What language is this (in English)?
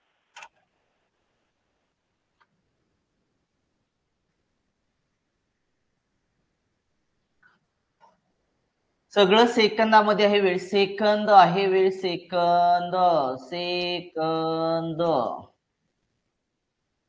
Marathi